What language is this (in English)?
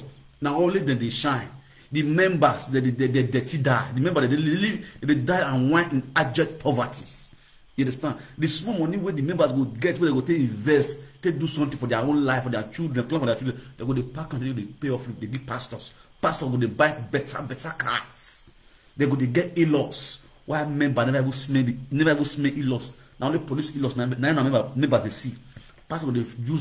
Nigerian Pidgin